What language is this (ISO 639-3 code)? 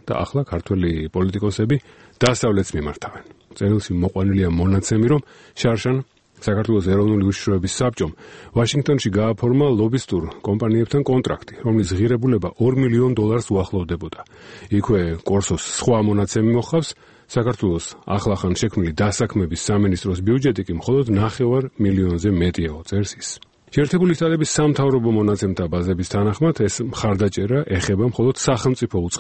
kat